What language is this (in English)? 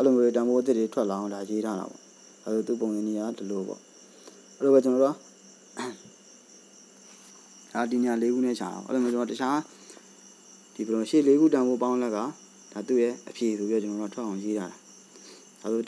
Burmese